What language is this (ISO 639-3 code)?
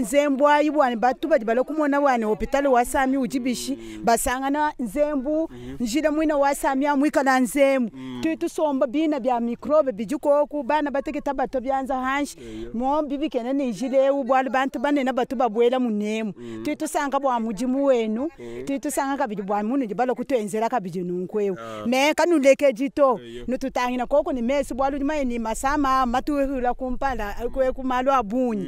lua